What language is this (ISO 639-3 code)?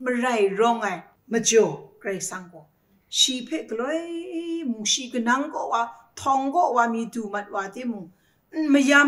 kac